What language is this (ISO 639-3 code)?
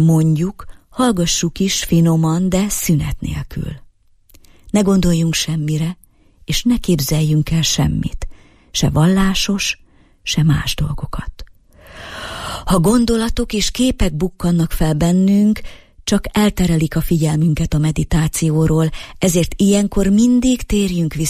hun